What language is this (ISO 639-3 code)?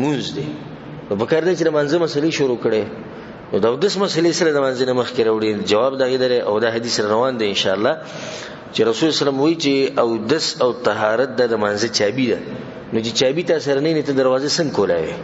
pus